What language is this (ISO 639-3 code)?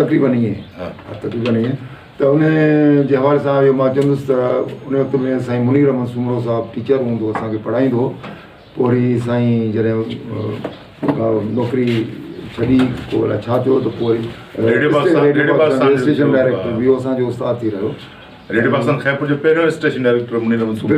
snd